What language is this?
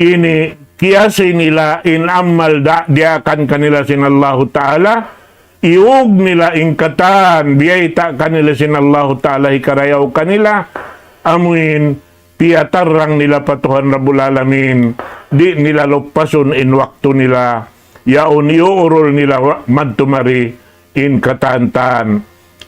Tausug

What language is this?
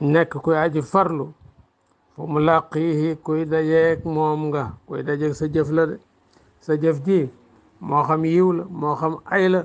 Wolof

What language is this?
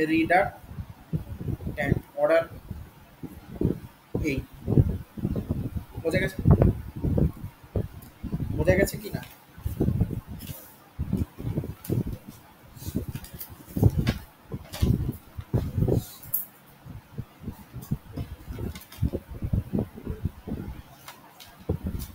Bangla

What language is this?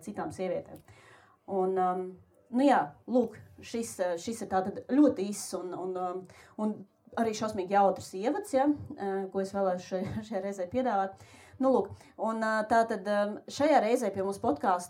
Latvian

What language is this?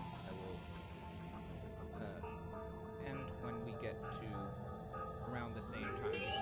English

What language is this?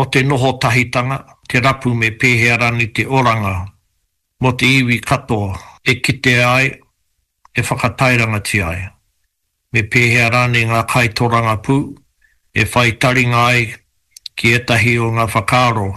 Māori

